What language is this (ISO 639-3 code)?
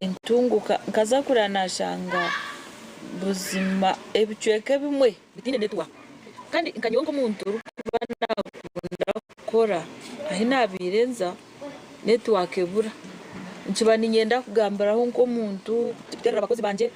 nyn